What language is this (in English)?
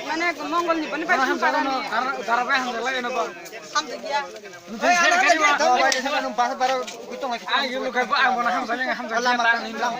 Kok Borok